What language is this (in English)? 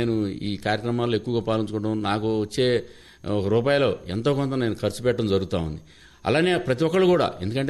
Telugu